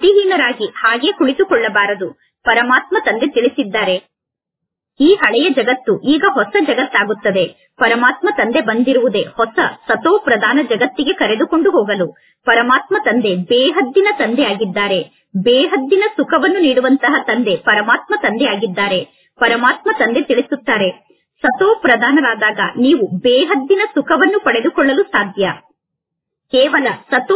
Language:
Kannada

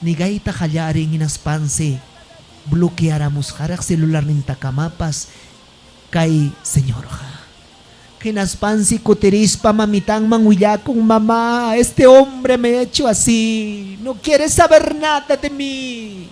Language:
Ayacucho Quechua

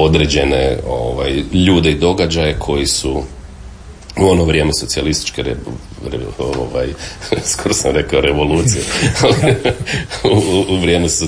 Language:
Croatian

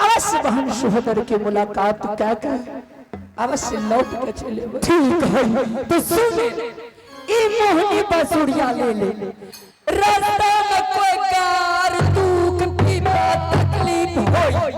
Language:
Angika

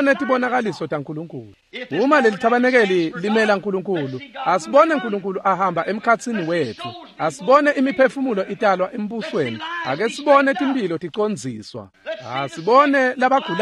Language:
Swati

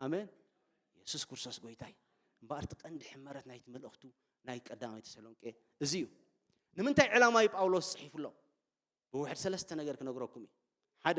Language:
Tigrinya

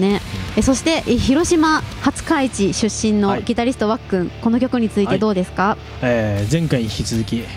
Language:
Japanese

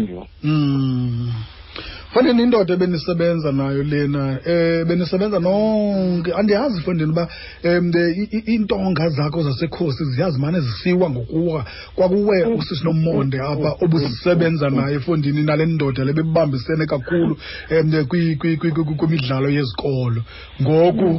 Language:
Xhosa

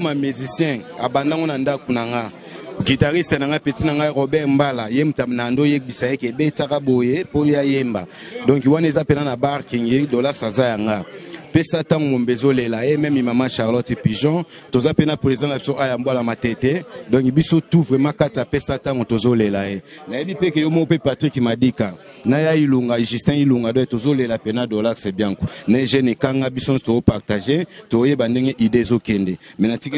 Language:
Lingala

